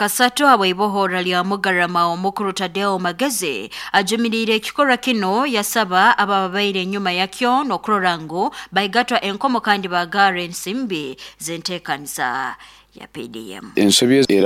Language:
Nyoro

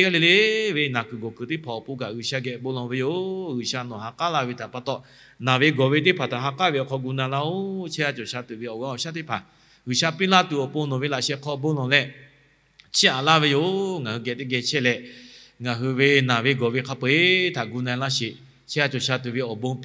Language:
Lahu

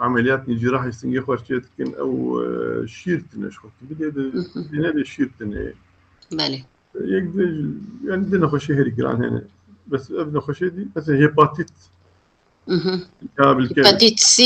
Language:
Kurdish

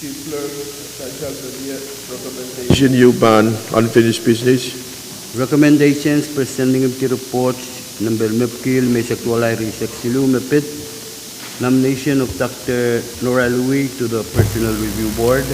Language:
Pohnpeian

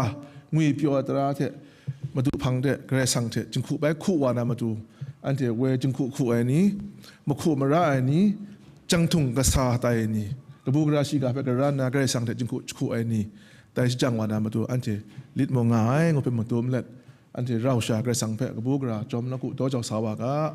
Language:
Kachin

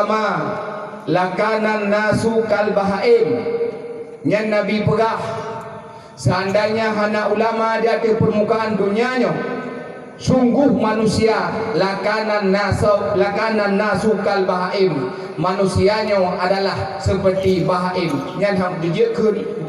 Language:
Achinese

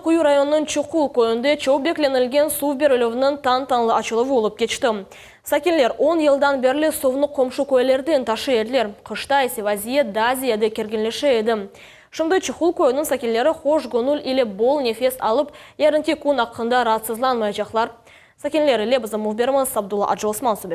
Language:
Crimean Tatar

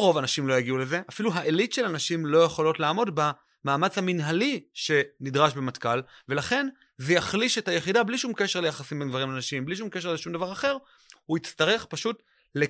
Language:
Hebrew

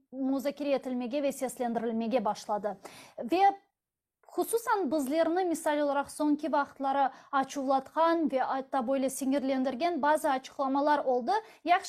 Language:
Crimean Tatar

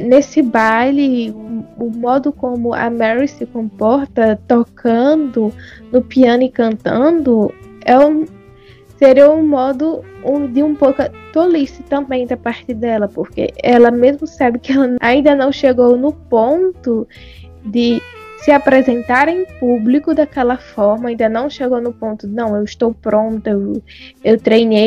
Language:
Portuguese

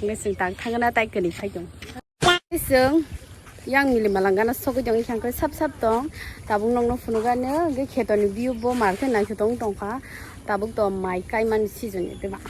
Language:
Kok Borok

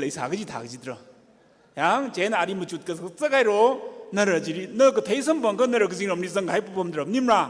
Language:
Tangkhul Naga (India)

